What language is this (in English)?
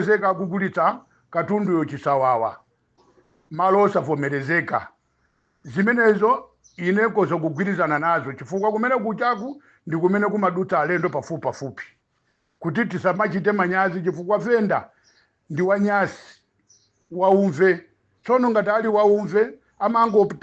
Nyanja